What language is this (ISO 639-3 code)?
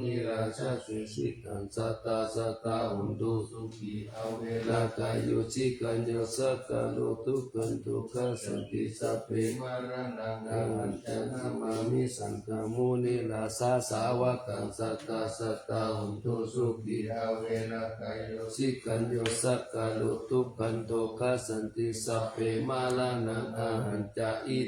pli